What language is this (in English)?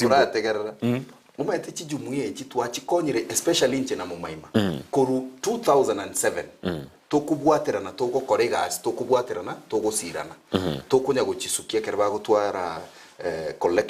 Gusii